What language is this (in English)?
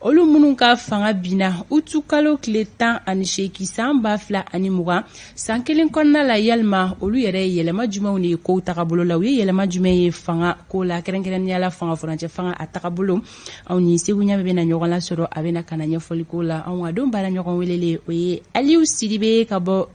Bambara